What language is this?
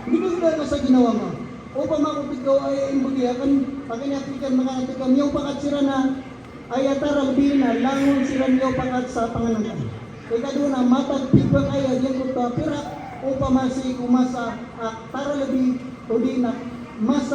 Maranao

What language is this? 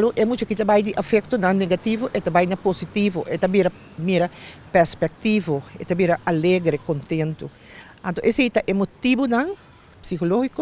Papiamento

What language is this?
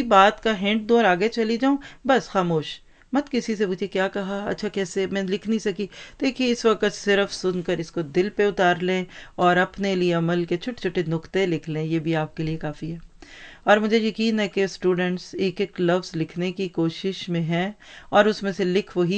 Urdu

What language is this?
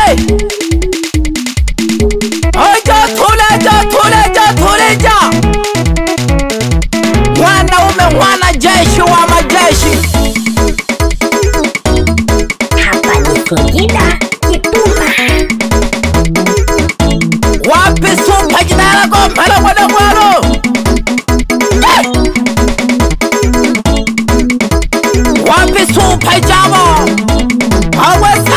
Swahili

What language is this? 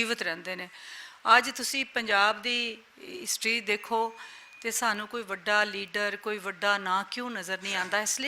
Western Panjabi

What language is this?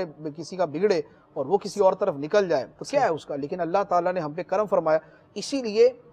Urdu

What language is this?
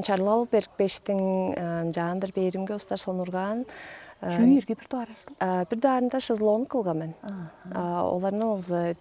Tuvinian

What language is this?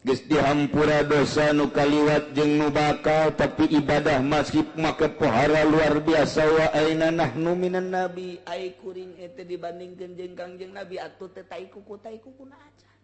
Sundanese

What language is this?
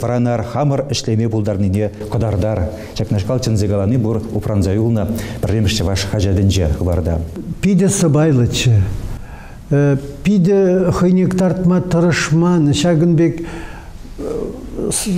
Chuvash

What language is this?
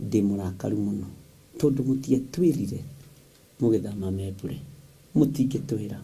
Kikuyu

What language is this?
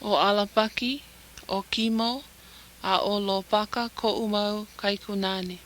Hawaiian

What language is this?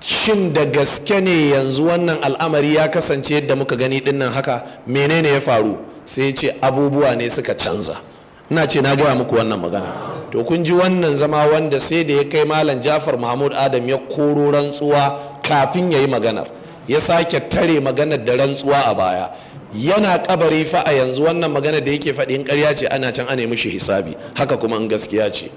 Hausa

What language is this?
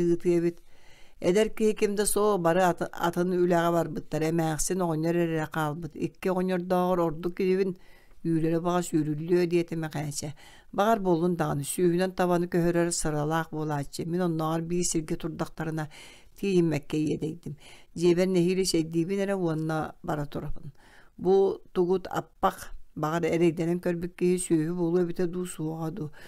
Yakut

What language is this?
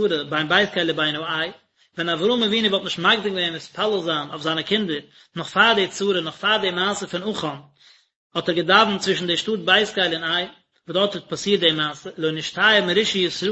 Yiddish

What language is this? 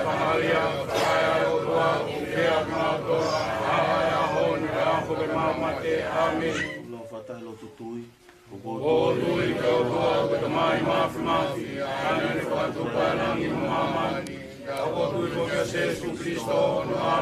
Tongan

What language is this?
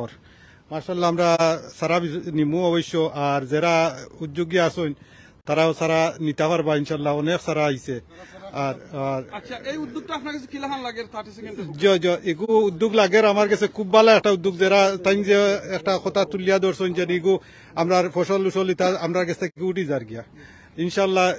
Sylheti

